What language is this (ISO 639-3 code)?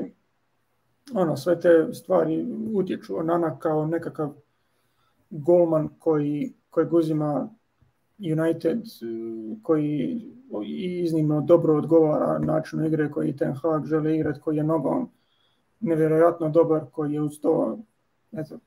hrv